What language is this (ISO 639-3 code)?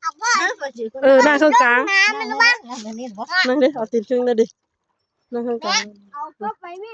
tts